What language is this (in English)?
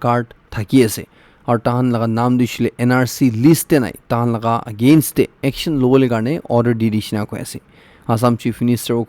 Naga Pidgin